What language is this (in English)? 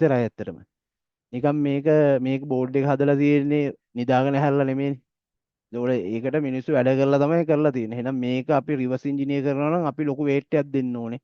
Sinhala